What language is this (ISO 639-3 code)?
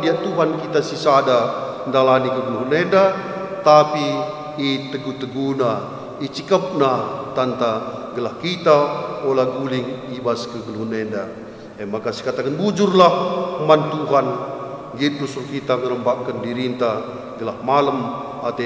btx